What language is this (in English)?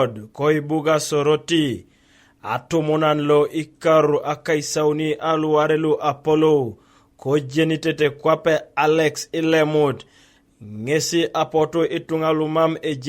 Teso